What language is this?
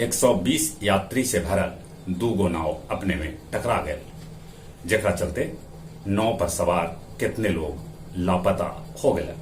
Magahi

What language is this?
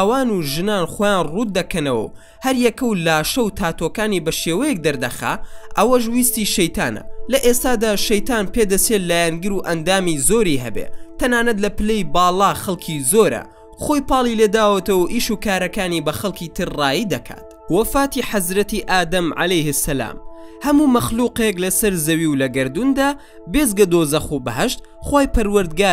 Central Kurdish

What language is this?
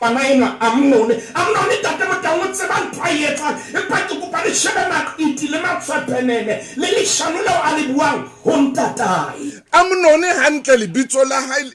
Southern Sotho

